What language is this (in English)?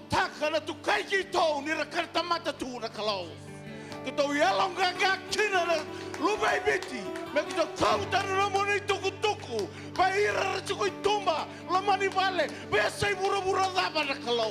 Fijian